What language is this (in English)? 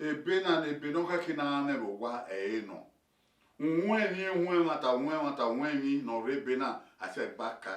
Bini